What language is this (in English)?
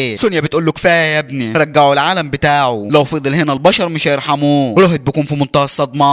Egyptian Arabic